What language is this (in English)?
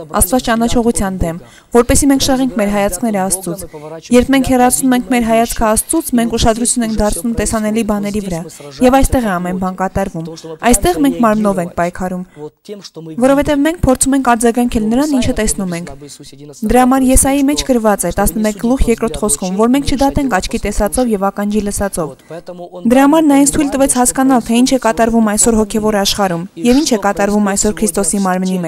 Armenian